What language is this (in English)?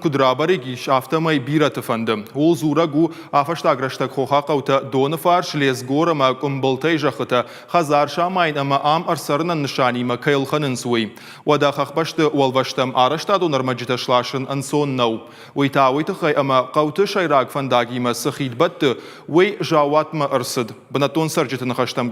Ossetic